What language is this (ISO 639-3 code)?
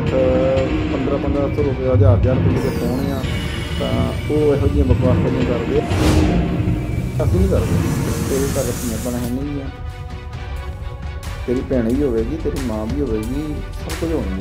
pan